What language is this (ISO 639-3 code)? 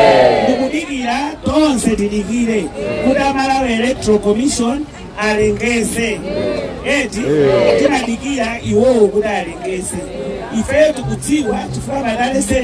nya